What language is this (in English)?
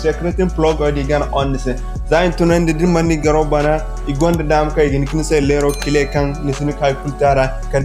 Zarma